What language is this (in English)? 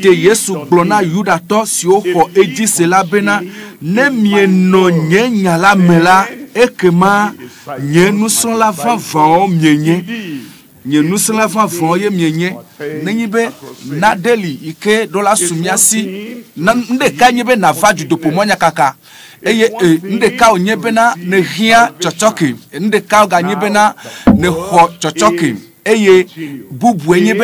Ewe